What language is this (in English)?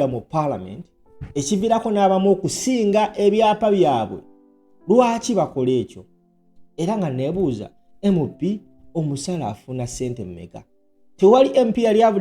Ganda